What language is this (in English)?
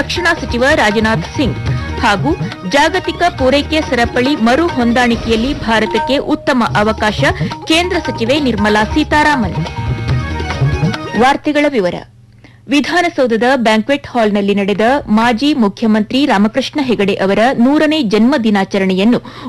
Kannada